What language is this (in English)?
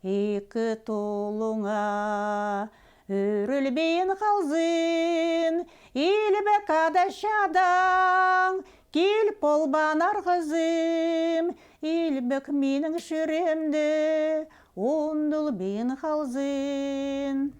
Khakas